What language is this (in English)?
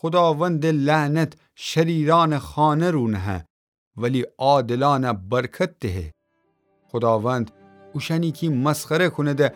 Gilaki